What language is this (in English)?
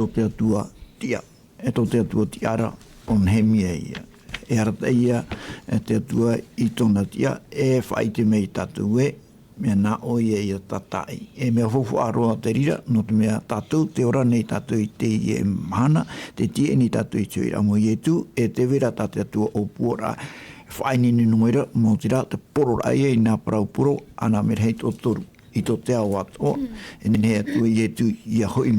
Tahitian